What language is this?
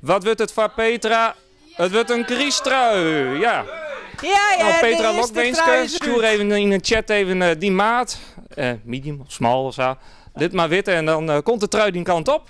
Western Frisian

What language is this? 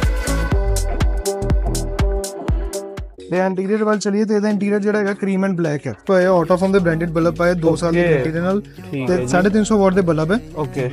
Punjabi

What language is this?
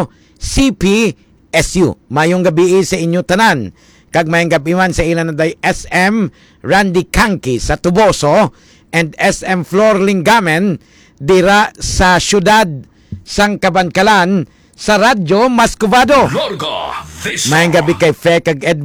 Hiligaynon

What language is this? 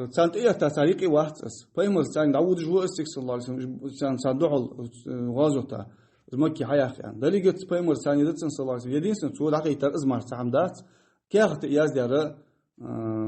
Ingush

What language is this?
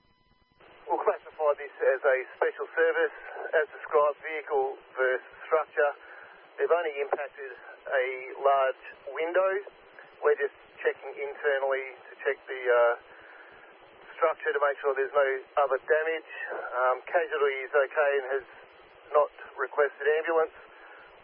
English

